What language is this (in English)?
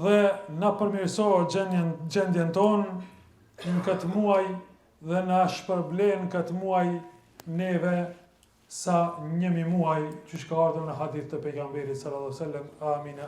Albanian